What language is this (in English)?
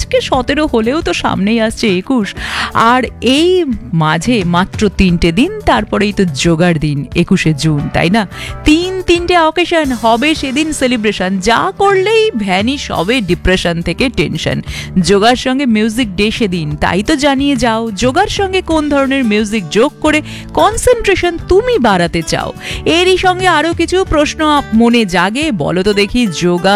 Bangla